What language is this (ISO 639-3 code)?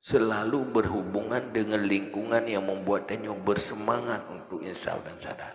ace